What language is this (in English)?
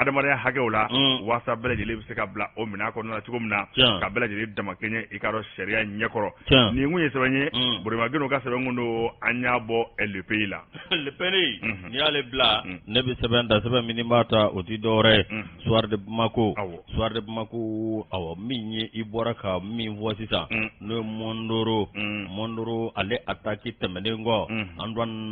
Bambara